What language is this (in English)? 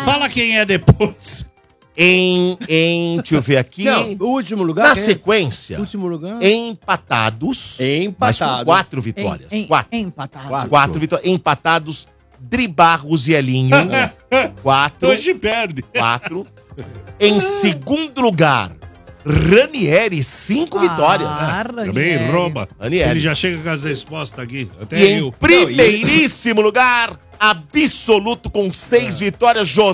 Portuguese